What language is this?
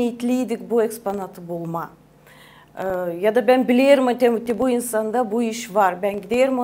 Gagauz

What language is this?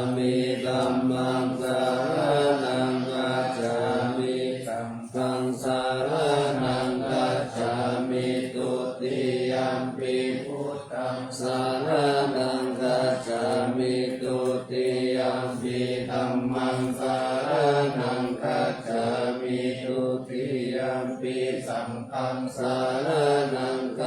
Pali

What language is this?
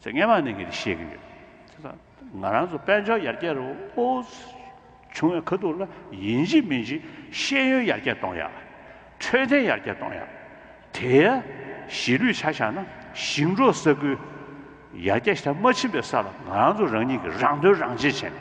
Tibetan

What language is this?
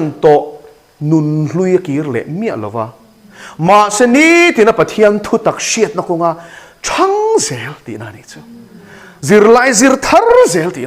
Mizo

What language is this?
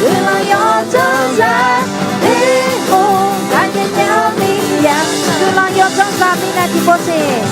Akha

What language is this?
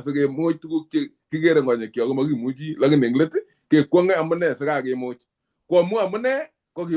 Kalenjin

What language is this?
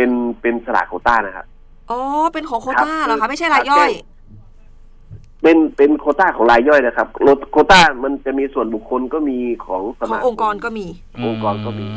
Thai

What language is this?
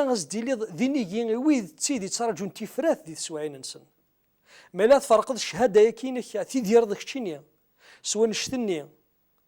Kabyle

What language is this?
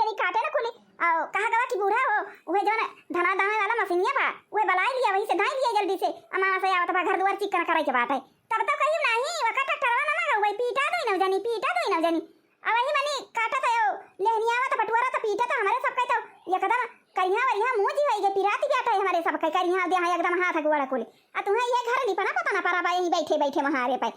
Awadhi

